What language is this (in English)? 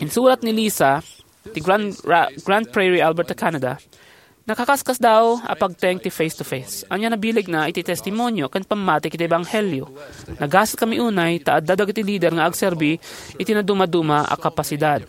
Iloko